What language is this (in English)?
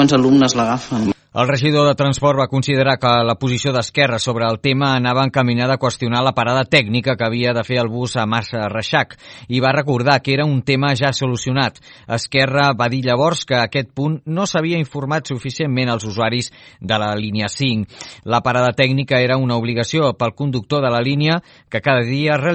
Catalan